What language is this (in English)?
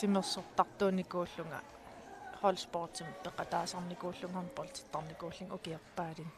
Kalaallisut